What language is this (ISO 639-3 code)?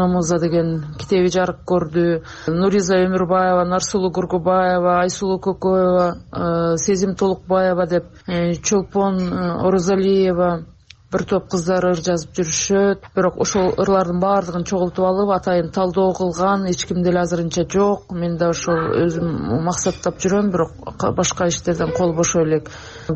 kir